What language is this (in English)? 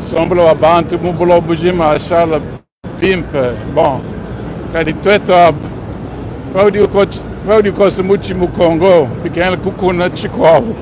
Luba-Lulua